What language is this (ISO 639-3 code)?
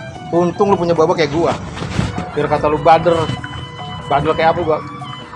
bew